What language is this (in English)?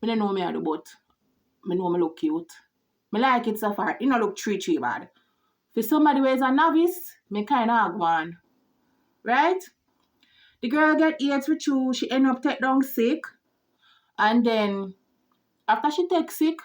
Jamaican Creole English